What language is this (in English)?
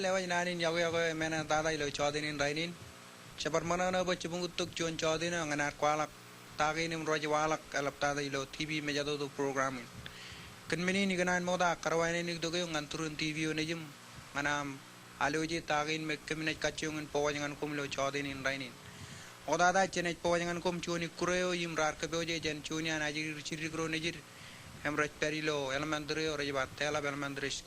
Marshallese